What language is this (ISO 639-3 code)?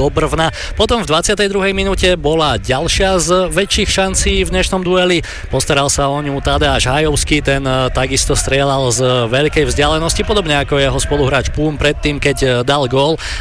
slk